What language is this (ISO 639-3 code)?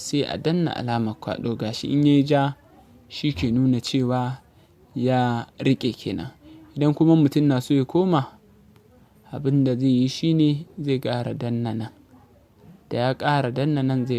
hau